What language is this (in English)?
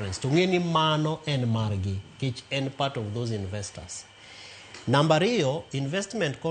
Luo (Kenya and Tanzania)